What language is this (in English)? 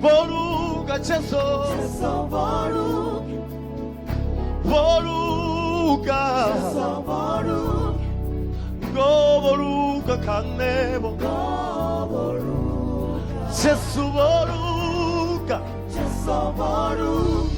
Venda